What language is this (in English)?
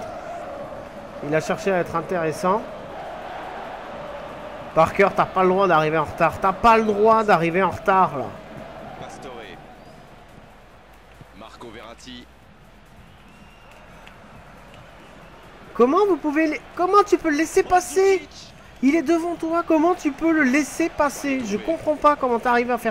French